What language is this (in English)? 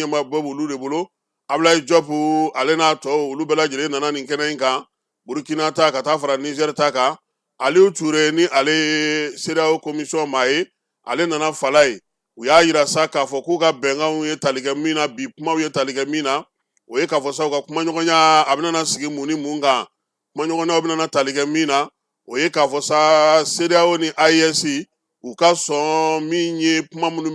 Bambara